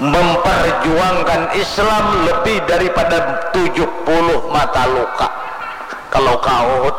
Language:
Banjar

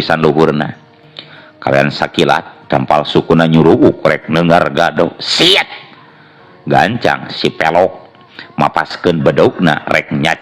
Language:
Sundanese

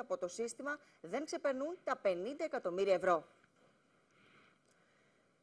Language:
Greek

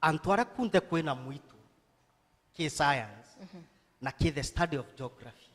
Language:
Meru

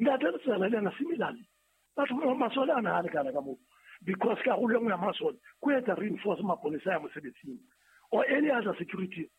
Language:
Southern Sotho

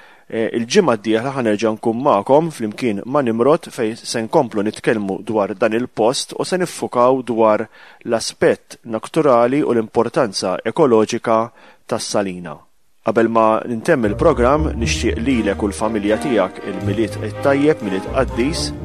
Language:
Maltese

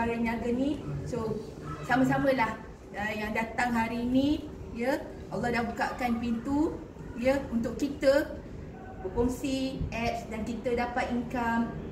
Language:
Malay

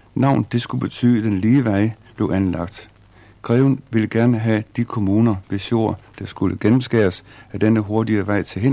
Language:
Danish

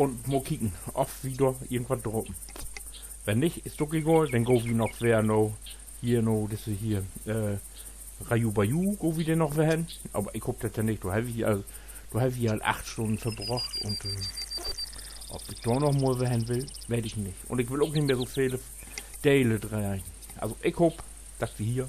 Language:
Low German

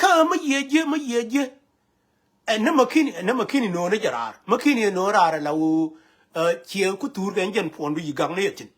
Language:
Nuer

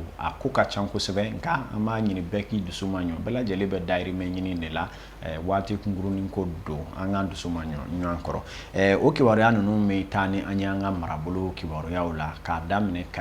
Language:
Bambara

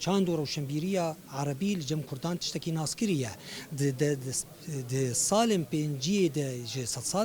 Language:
Kurdish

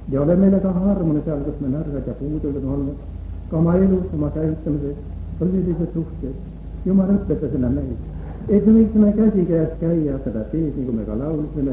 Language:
Estonian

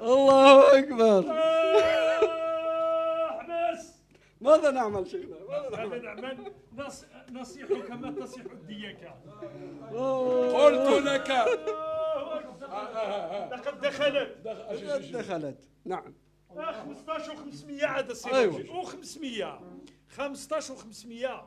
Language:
Moroccan Arabic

